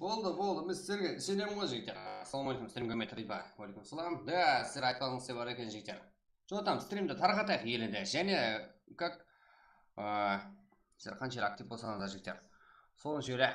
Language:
Kara-Kalpak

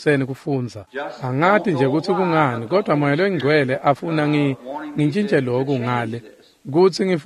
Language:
Swati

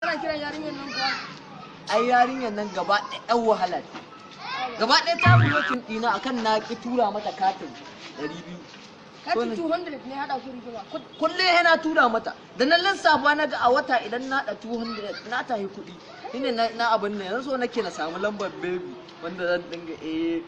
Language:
Hausa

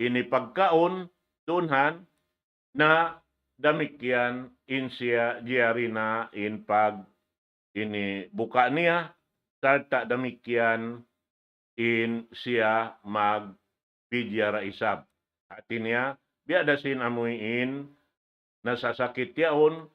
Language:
Tausug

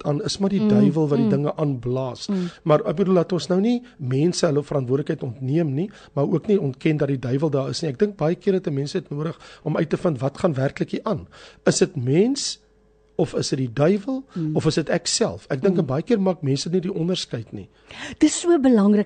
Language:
Afrikaans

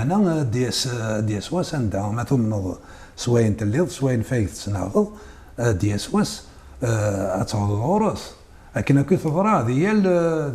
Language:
Kabyle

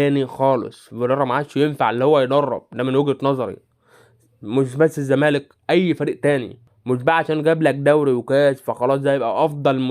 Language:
Egyptian Arabic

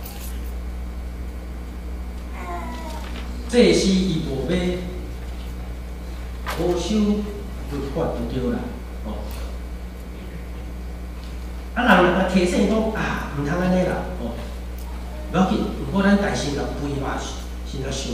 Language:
Min Nan Chinese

